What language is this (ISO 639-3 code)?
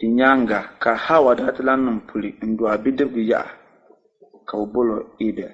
dag